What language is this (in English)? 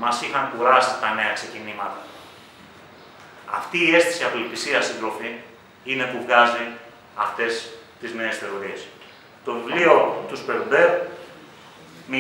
Greek